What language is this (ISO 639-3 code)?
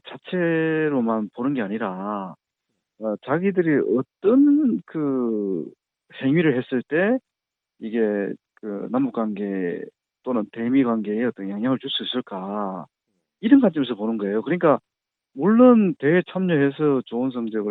kor